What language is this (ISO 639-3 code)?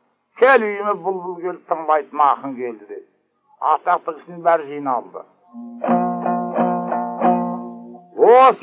kaz